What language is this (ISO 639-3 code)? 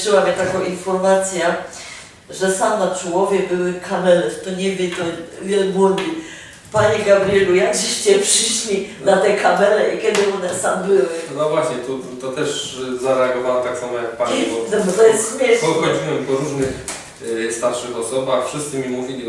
szl